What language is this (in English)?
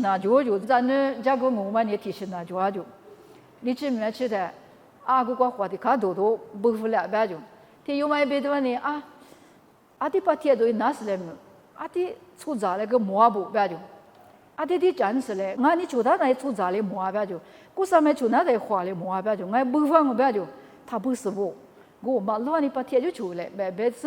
Lisu